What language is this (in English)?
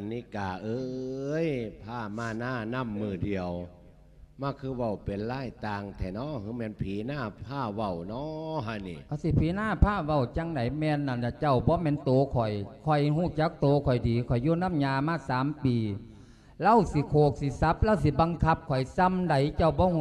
Lao